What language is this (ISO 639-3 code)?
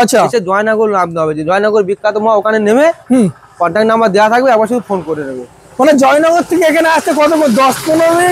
ben